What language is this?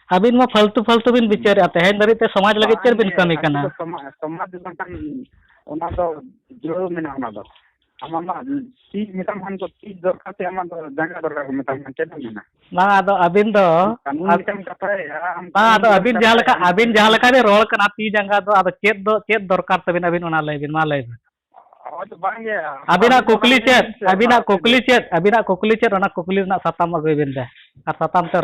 Santali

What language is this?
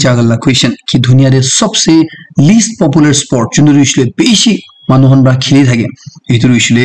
Naga Pidgin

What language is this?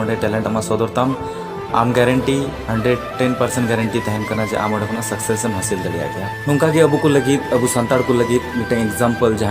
Santali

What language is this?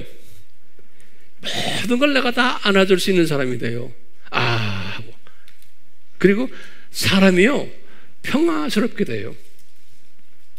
Korean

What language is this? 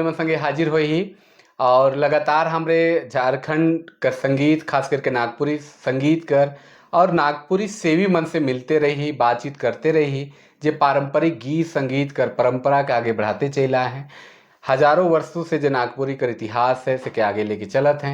Sadri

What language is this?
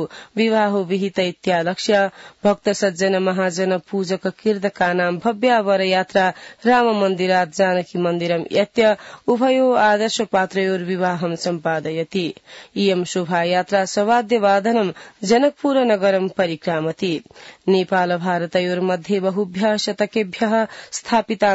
Sanskrit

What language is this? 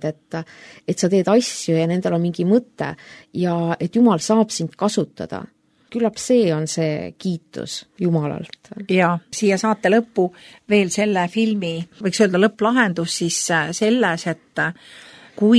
Estonian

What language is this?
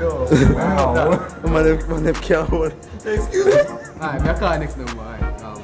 Jamaican Creole English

